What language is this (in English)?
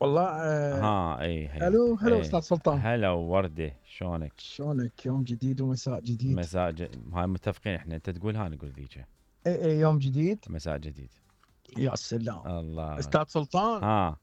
Mesopotamian Arabic